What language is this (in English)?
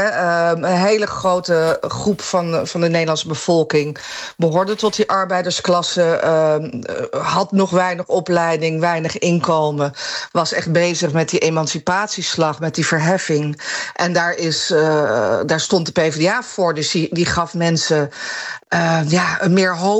Dutch